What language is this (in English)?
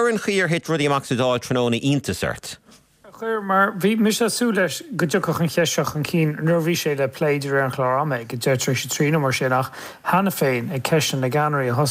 Irish